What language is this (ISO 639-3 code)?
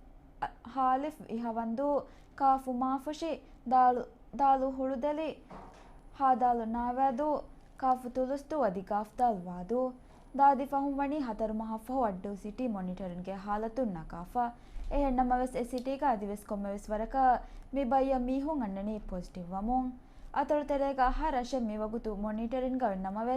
div